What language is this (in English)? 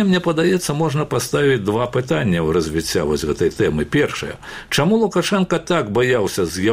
Belarusian